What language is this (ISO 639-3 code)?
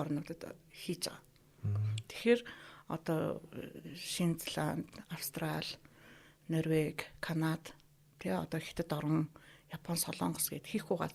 mon